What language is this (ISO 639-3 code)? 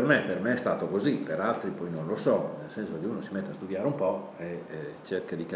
ita